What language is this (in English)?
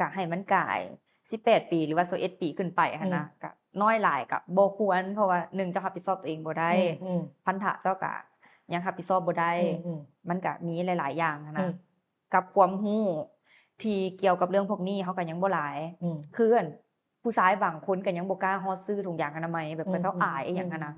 Lao